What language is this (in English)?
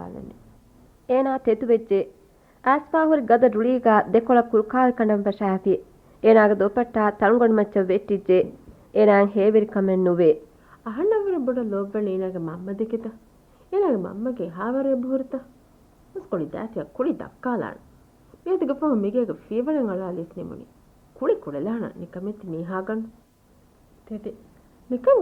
Divehi